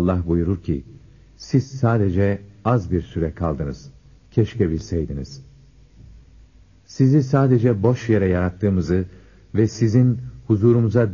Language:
Turkish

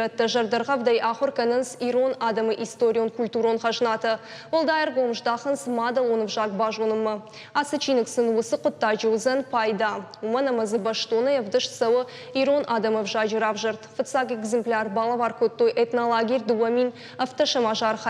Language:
Ossetic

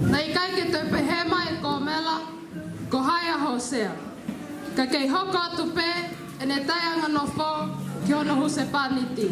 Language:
Tongan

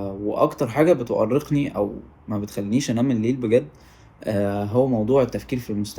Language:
Egyptian Arabic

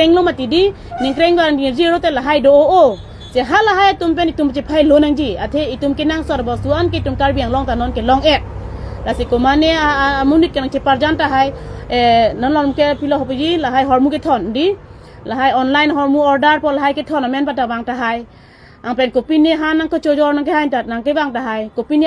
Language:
Karbi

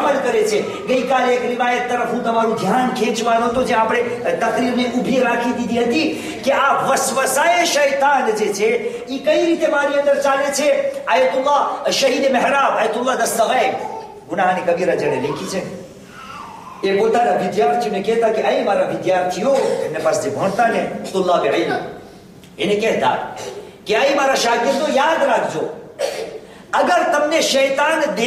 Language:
Gujarati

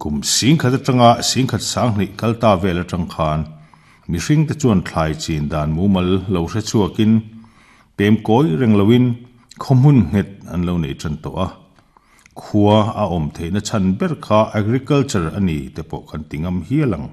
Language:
Mizo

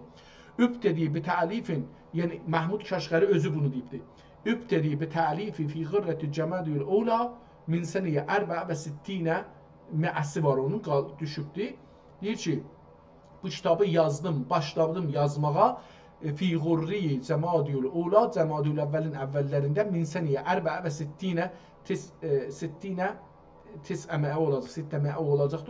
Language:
South Azerbaijani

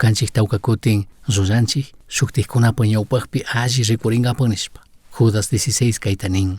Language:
Chimborazo Highland Quichua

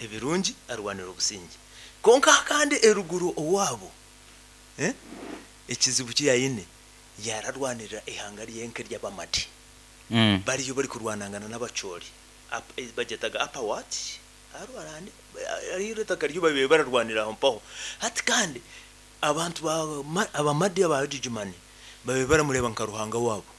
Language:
Nyoro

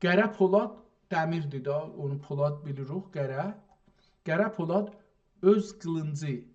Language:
South Azerbaijani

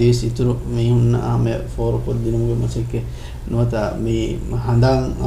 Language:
Divehi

